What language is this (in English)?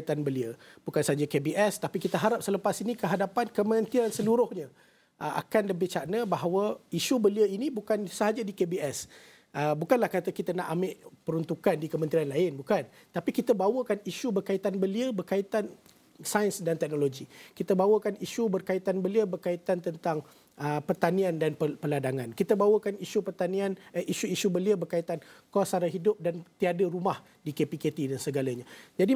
Malay